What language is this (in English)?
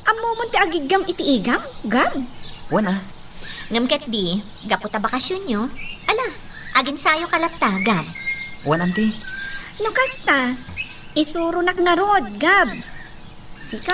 Iloko